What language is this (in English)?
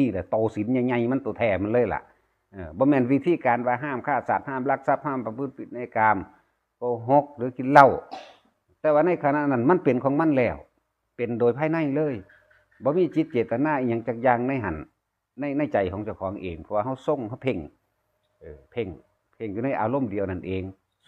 Northeastern Thai